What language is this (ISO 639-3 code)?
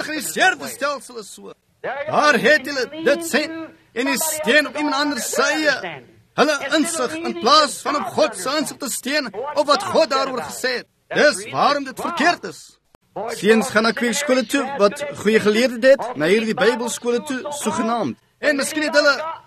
afr